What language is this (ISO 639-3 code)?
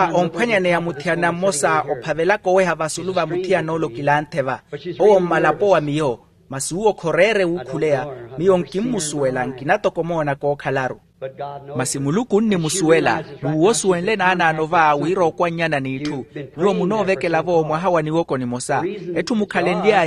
vmw